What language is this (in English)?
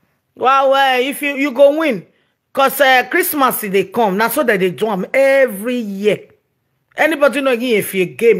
Nigerian Pidgin